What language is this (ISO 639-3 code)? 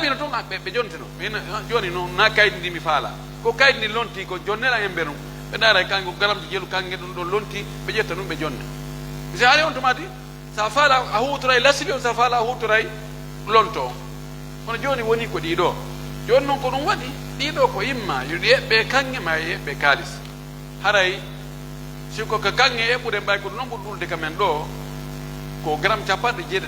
fuf